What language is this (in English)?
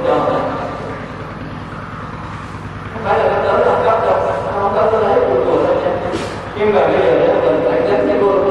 Vietnamese